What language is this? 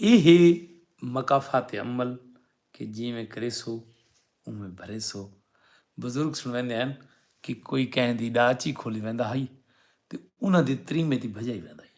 Saraiki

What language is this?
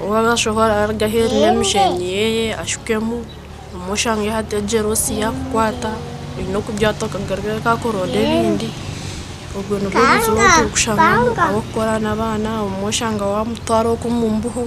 Nyankole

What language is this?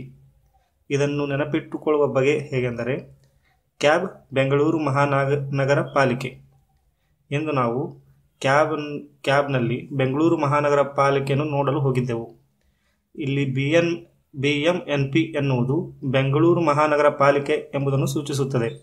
Kannada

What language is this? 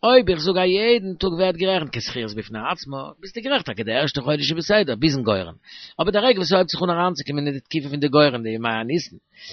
Yiddish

